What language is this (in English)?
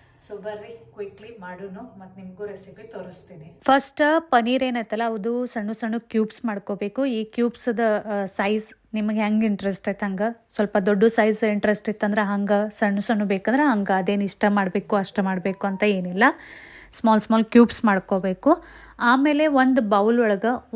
Kannada